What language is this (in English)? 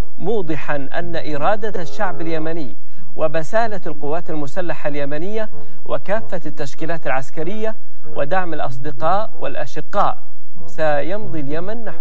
Arabic